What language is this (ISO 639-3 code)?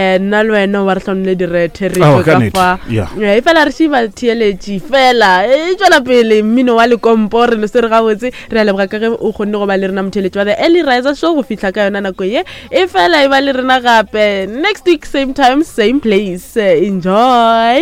nso